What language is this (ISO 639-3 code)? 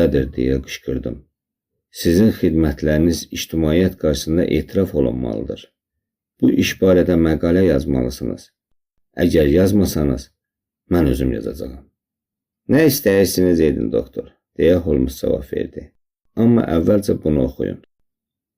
aze